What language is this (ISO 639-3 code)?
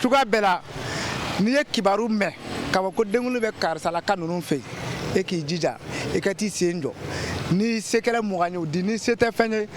bam